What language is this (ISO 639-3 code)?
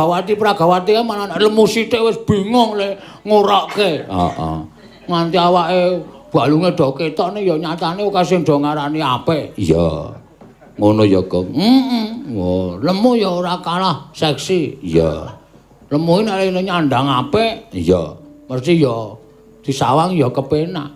jav